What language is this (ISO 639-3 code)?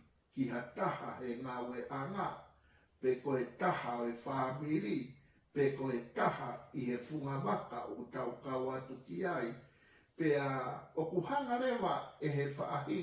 ton